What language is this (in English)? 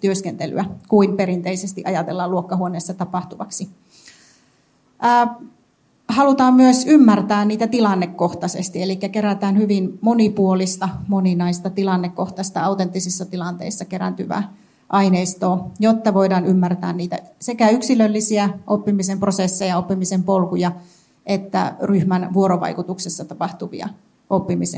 Finnish